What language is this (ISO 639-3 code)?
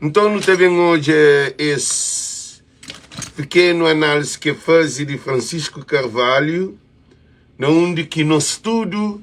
kea